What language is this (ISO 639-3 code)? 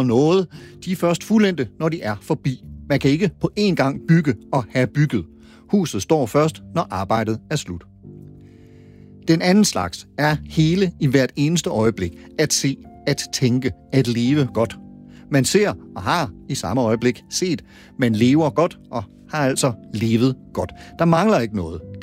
dan